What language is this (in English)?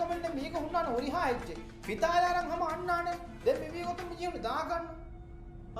Divehi